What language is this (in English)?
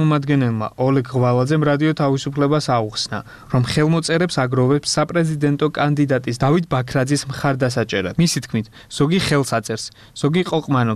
Georgian